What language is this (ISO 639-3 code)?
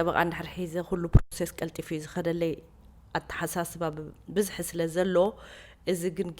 tir